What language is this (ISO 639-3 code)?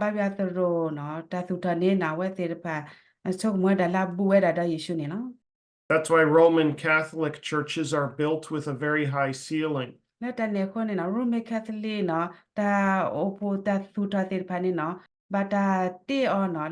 ksw